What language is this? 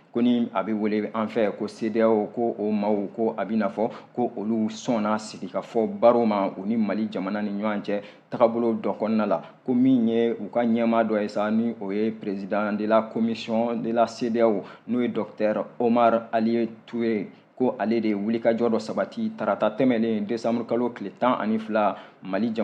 Bambara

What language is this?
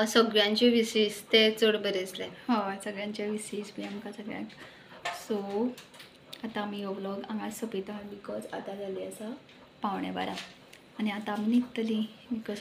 Konkani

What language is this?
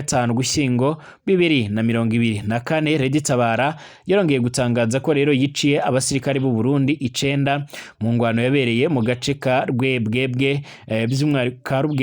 Rundi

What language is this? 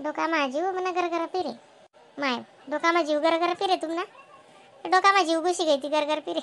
Khandesi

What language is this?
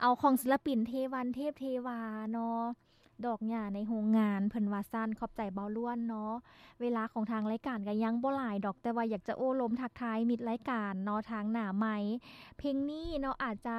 Lao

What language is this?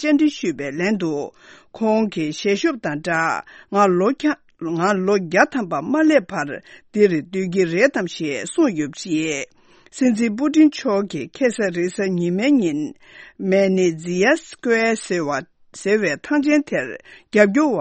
Tibetan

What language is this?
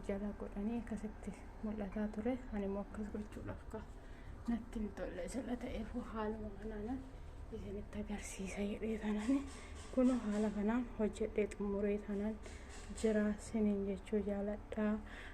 Oromo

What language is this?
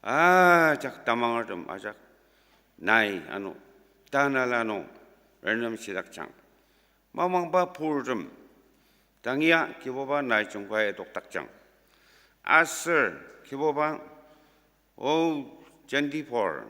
Ao Naga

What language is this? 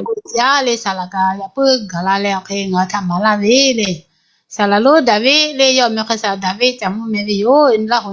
Lahu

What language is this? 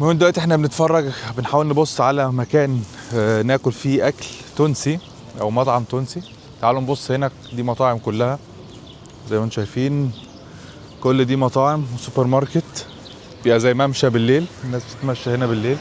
Egyptian Arabic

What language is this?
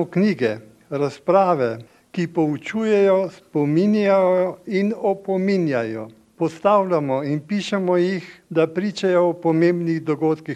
Slovenian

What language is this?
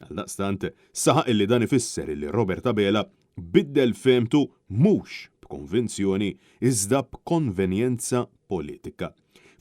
Maltese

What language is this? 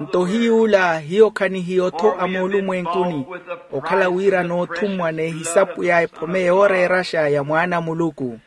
Makhuwa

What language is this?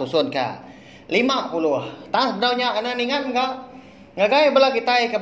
Iban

